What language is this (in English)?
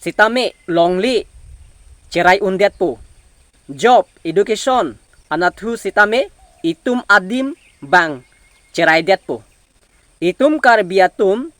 Karbi